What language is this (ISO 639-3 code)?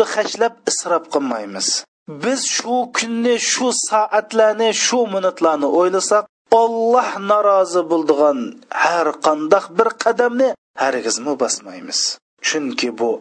uig